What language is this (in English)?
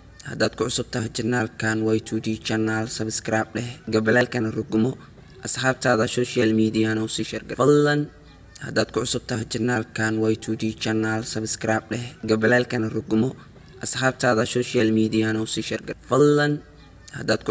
Somali